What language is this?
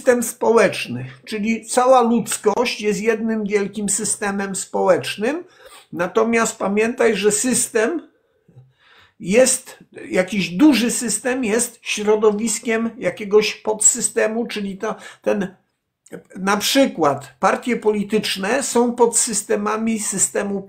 Polish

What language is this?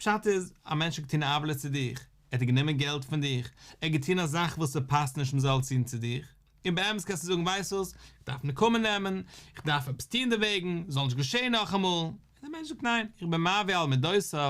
Yiddish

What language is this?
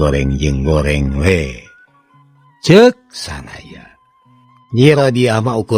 Sundanese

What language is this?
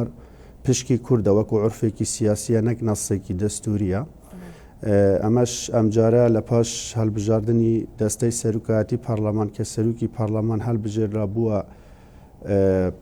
Central Kurdish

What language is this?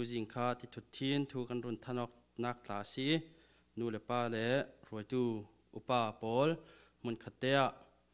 Falam Chin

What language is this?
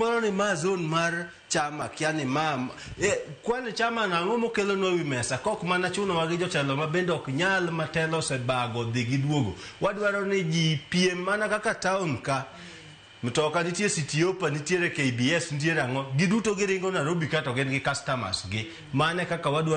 Luo (Kenya and Tanzania)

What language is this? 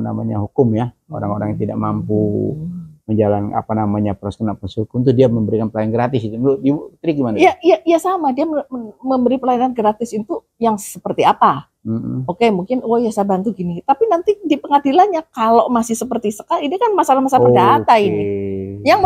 Indonesian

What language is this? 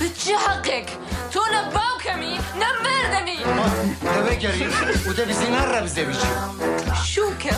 Kurdish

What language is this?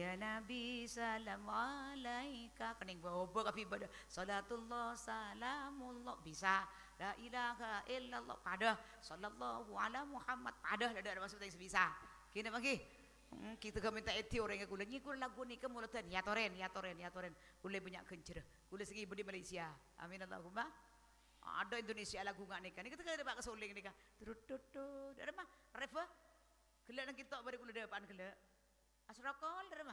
Madurese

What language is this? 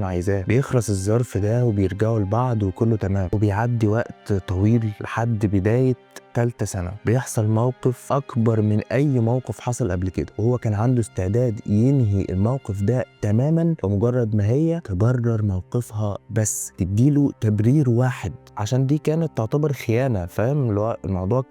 Egyptian Arabic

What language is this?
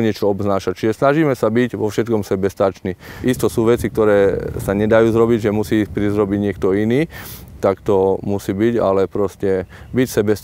Slovak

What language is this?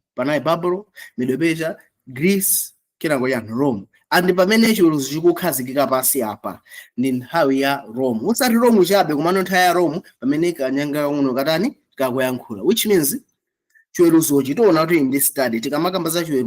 Nyanja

